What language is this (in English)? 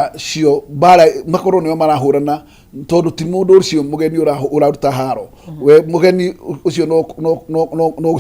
Kikuyu